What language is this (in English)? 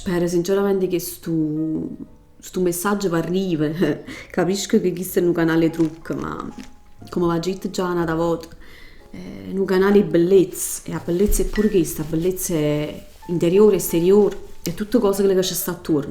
Neapolitan